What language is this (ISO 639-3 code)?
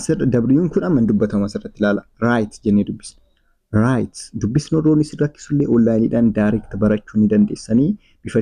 orm